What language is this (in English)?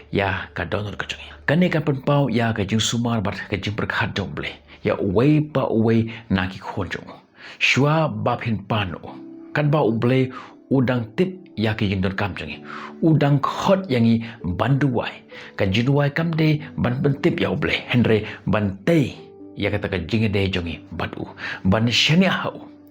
Khasi